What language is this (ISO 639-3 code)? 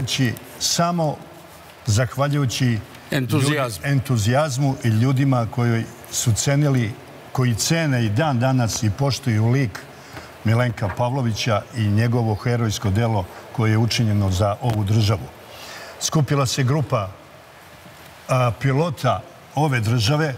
srp